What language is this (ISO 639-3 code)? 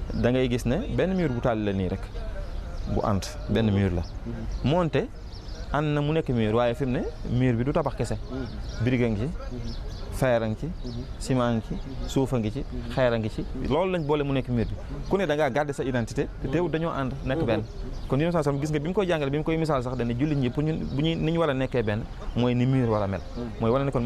wol